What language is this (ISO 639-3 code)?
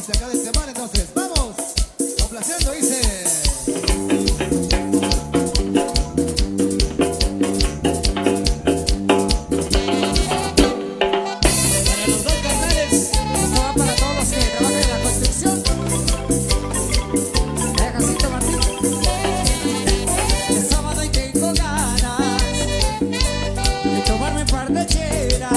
spa